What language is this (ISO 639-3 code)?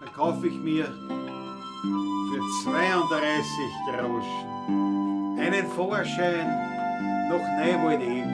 bar